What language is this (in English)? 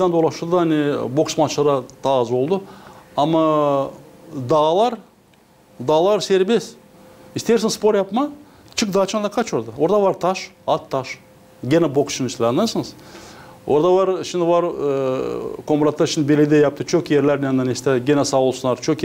Gagauz